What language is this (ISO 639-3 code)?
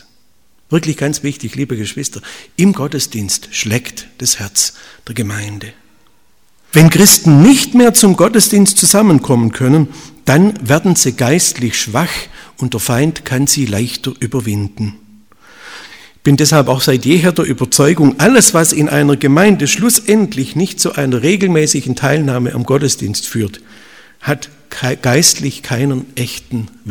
deu